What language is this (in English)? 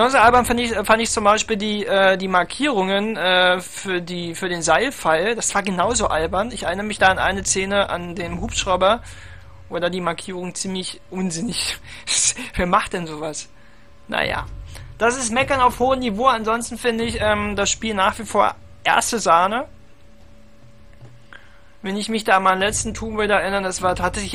German